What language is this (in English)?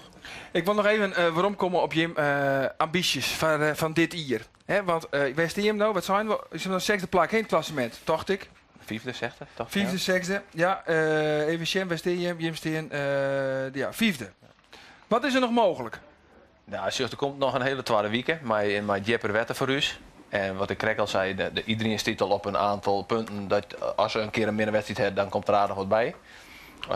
Western Frisian